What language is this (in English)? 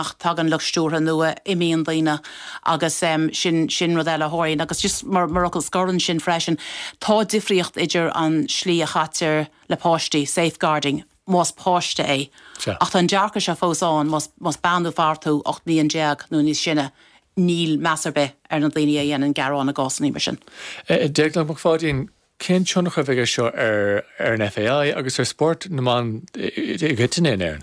Irish